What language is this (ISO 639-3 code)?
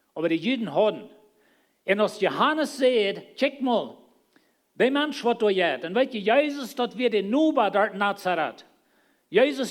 pdt